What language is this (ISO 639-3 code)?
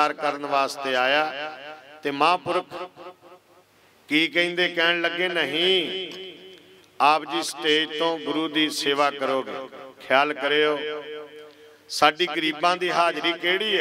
pan